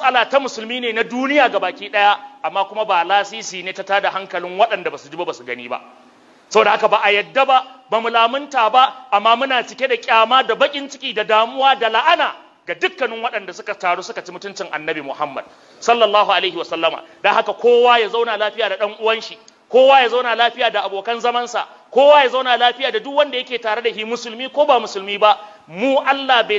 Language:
Hausa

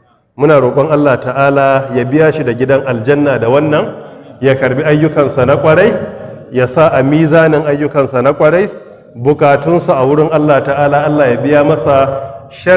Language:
Hausa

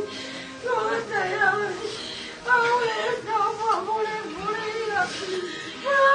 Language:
Tongan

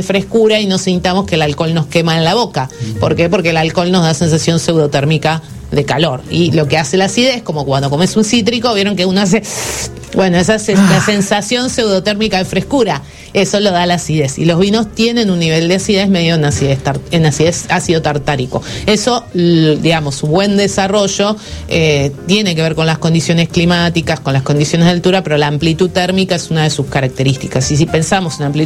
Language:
Spanish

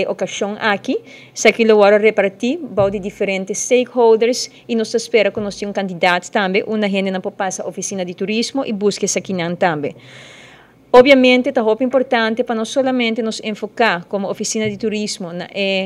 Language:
Papiamento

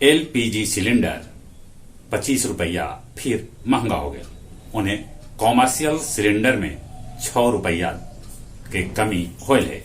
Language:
Magahi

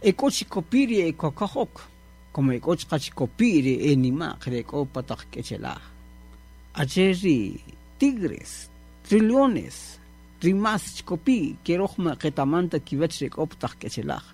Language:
Kaqchikel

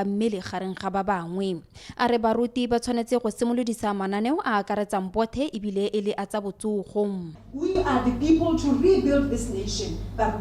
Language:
Tswana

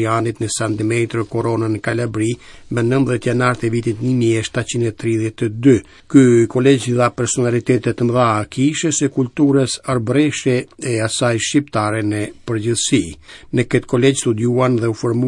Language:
Albanian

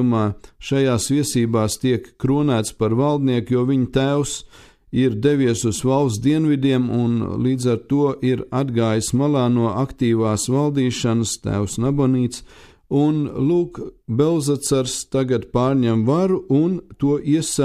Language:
Latvian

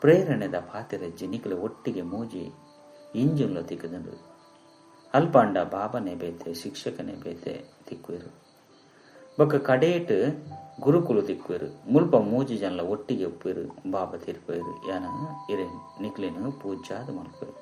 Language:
Tulu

